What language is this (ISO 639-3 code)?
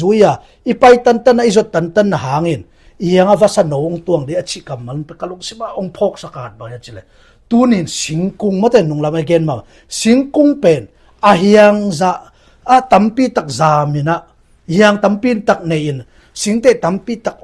ctd